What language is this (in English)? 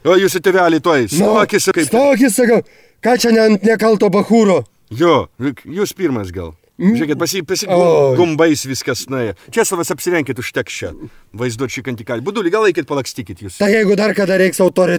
Lithuanian